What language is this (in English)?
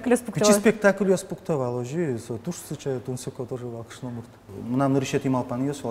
Udmurt